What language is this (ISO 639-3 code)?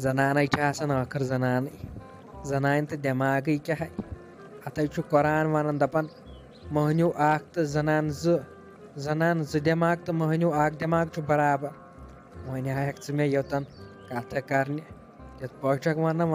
kas